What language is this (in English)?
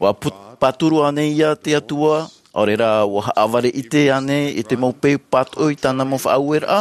Tahitian